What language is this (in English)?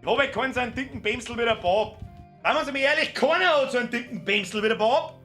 Bavarian